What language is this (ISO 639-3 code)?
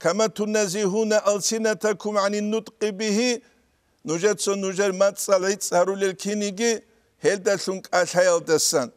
ava